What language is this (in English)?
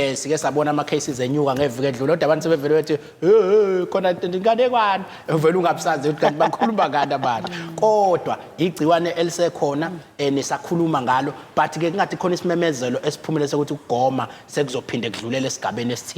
Zulu